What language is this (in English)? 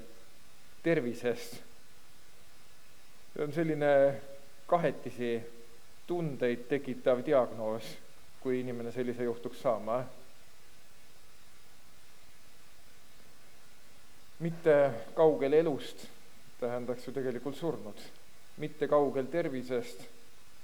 Estonian